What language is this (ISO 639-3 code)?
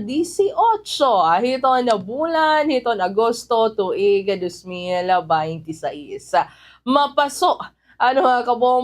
war